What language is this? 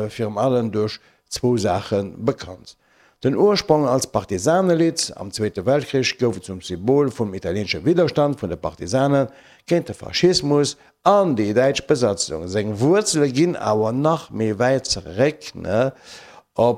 Luxembourgish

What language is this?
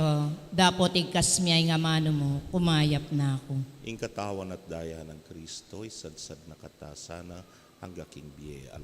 Pampanga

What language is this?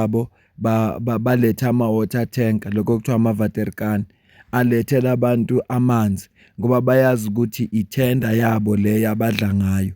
Zulu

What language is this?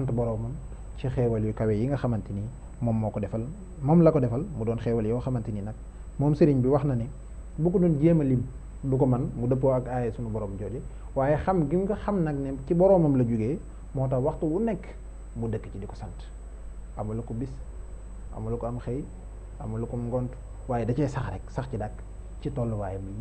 Wolof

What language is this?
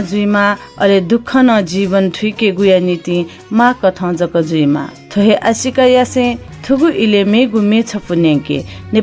Newari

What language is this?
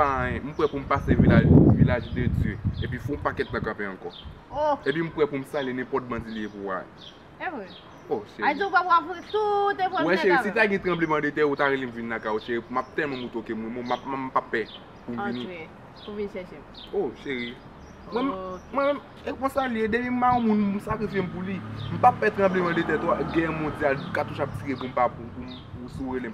Haitian Creole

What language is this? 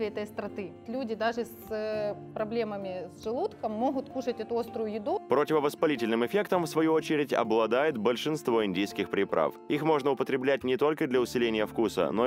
Russian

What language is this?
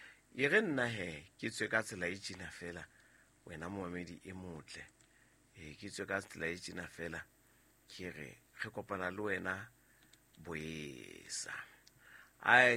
Southern Sotho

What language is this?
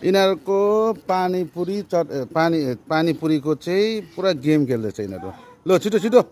Nepali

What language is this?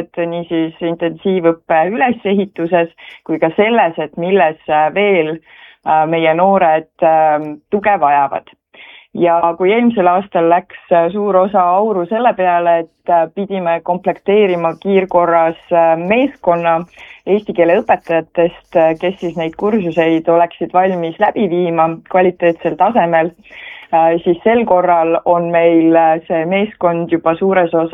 Estonian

